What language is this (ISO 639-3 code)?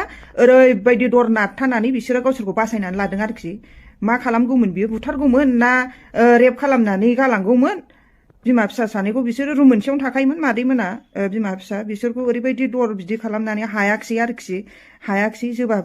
brx